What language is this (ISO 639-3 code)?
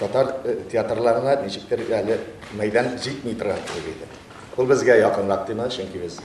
tat